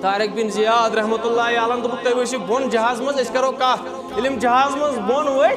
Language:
Kashmiri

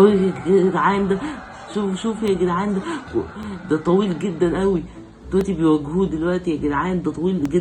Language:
Egyptian Arabic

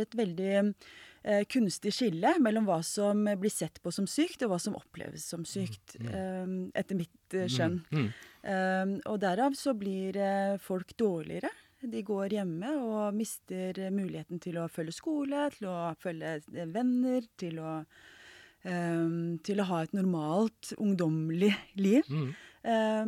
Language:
Norwegian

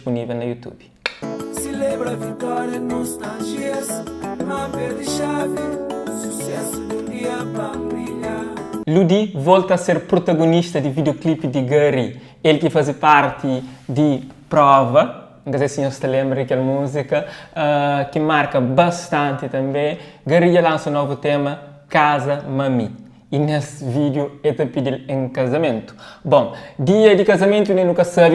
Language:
Kabuverdianu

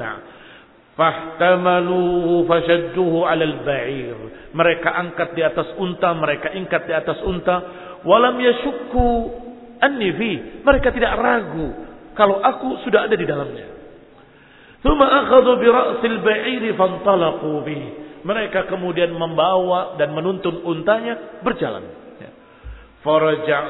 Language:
Indonesian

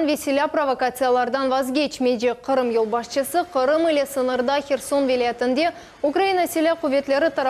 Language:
Crimean Tatar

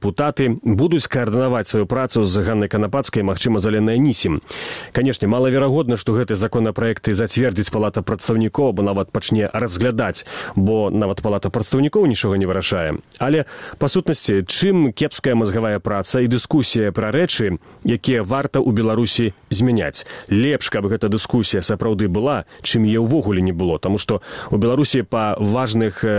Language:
Belarusian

